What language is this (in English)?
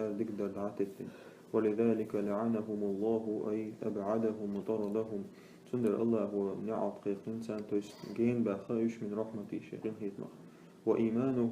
Chechen